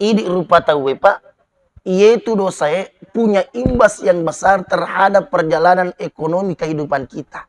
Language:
Buginese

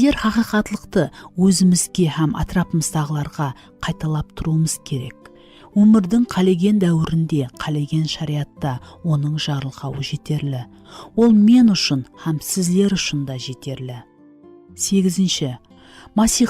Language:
Kara-Kalpak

